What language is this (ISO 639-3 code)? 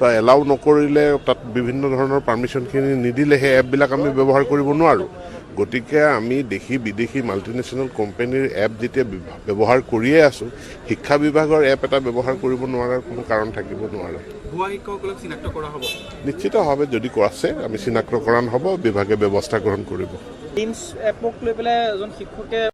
asm